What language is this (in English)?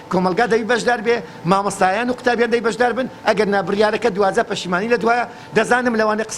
Central Kurdish